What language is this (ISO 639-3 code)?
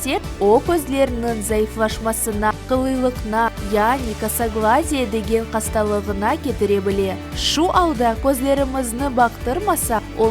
crh